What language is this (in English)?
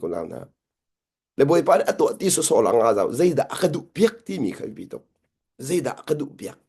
Hakha Chin